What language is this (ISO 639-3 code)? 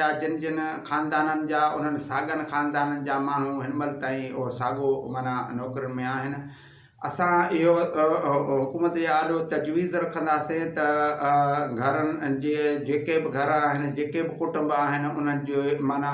snd